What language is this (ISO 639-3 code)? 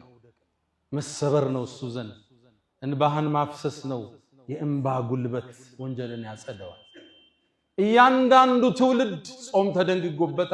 amh